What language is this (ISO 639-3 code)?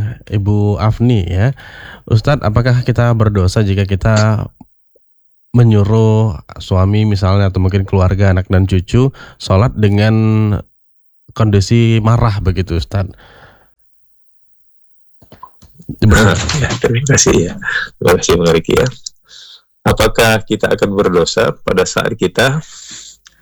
ind